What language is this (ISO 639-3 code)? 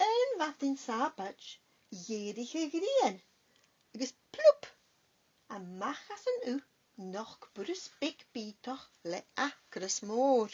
gla